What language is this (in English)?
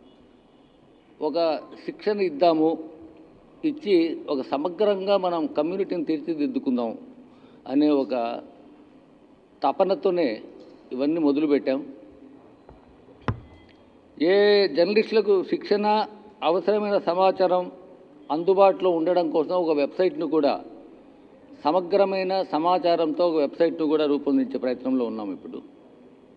Telugu